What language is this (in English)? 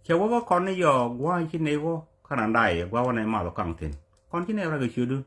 Nuer